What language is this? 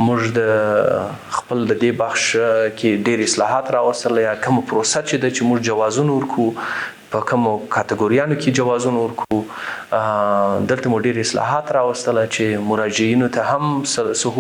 Pashto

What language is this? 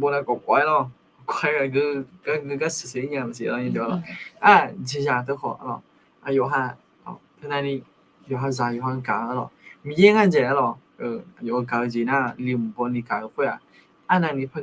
Akha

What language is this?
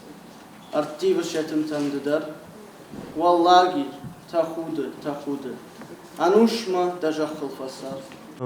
Ossetic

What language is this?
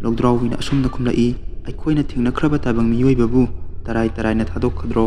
Manipuri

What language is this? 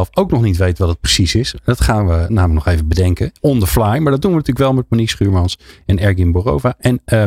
Dutch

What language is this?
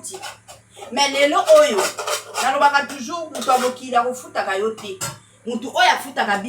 Lingala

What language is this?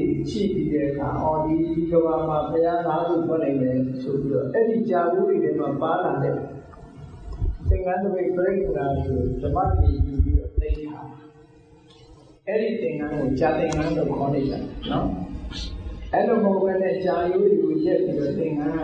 Burmese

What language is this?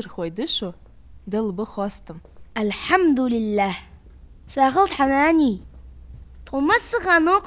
Ingush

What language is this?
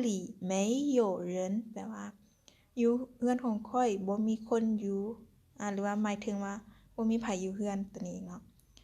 Lao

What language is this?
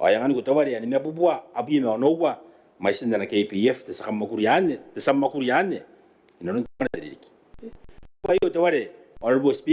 Gilbertese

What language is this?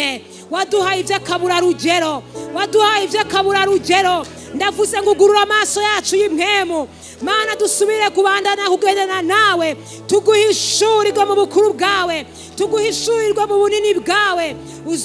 Rundi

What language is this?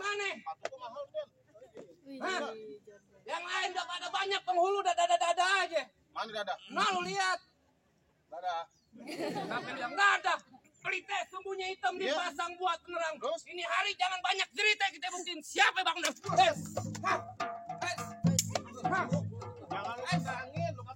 Betawi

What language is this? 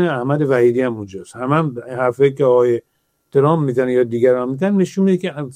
Persian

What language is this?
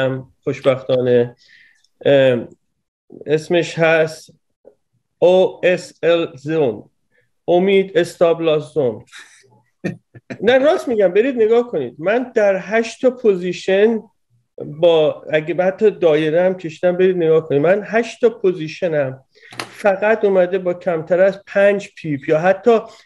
Persian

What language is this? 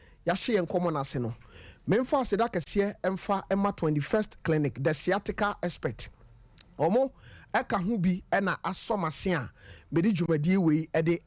Akan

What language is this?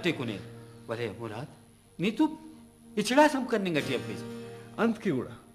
Brahui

